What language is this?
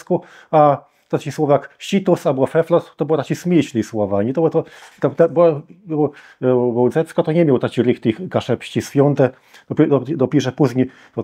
Kashubian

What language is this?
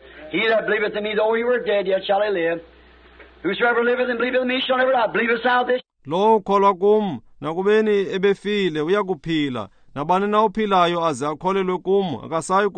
Xhosa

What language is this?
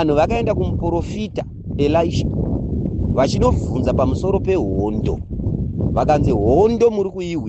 Shona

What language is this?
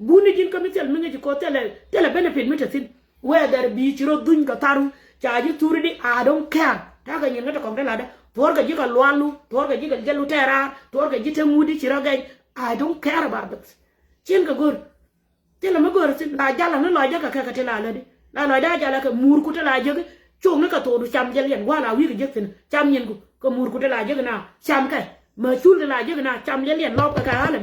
Nuer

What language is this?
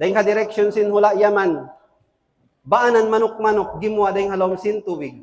Tausug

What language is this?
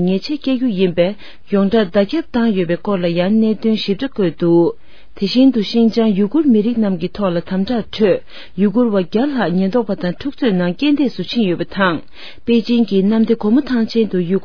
Tibetan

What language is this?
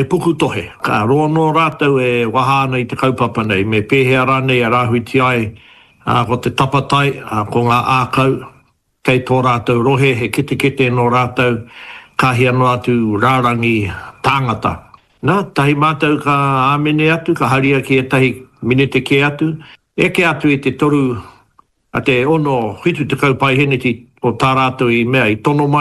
Māori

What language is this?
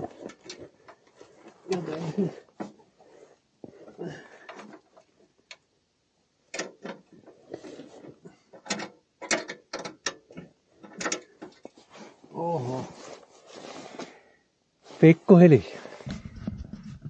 Finnish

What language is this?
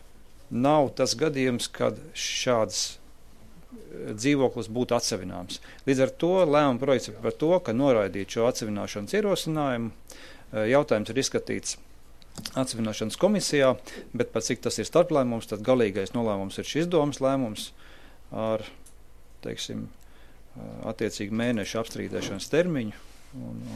Latvian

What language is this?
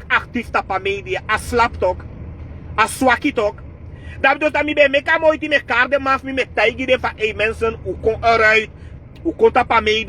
Sranan Tongo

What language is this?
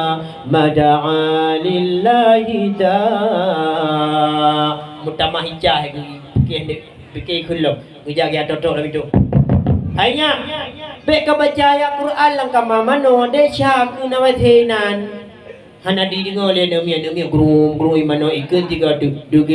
Achinese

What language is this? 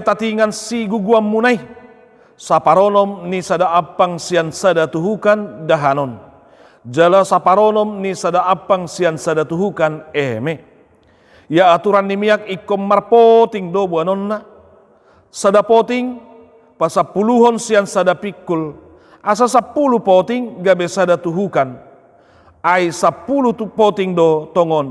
Batak Toba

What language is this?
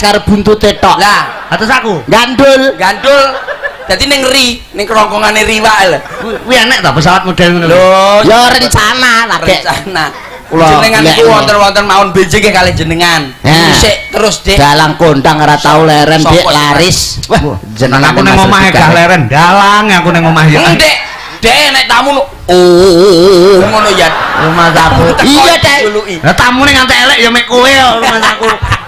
Javanese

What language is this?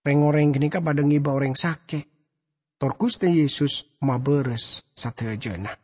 Madurese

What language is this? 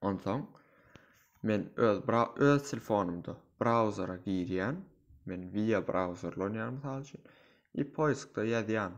Turkmen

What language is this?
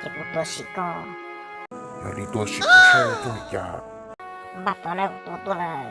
Hmong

